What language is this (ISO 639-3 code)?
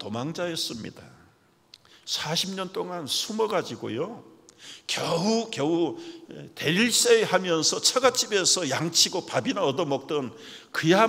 kor